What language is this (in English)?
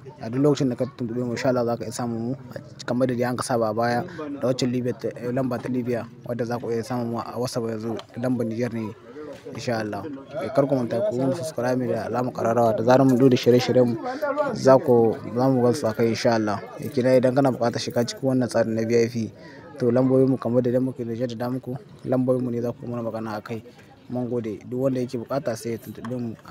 Hausa